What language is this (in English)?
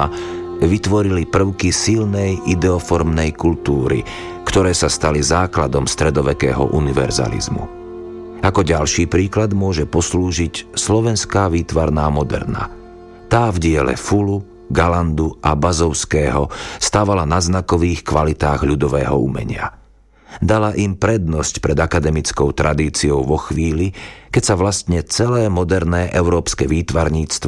Slovak